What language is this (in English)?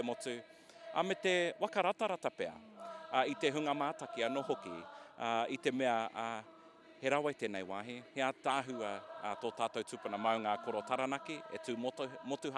Māori